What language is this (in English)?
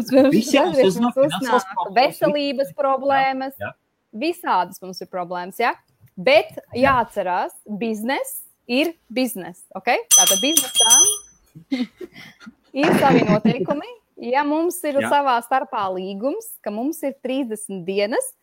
Latvian